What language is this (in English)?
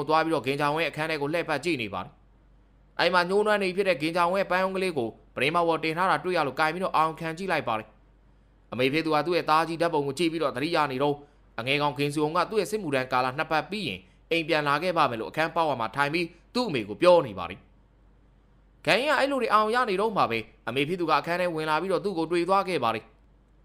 Burmese